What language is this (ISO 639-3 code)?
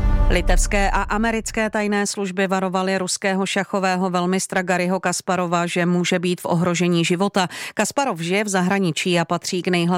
ces